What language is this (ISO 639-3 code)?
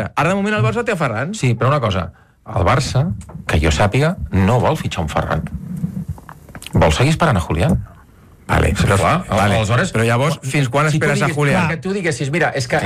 cat